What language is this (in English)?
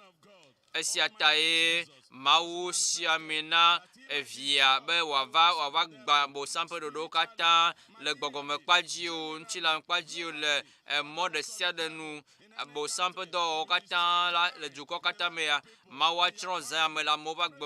Ewe